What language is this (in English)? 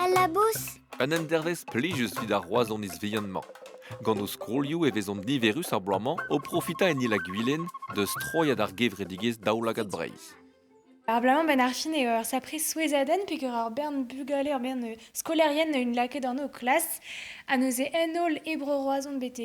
Breton